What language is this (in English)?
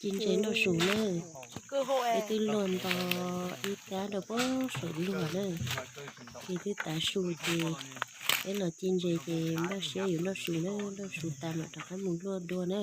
Hmong